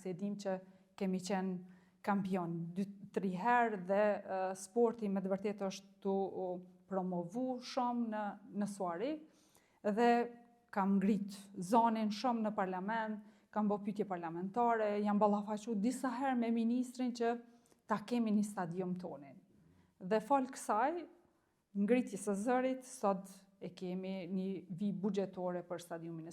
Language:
Albanian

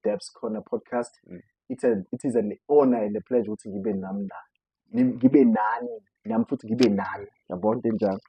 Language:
Zulu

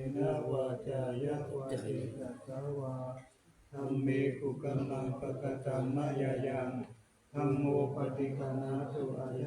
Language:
Pali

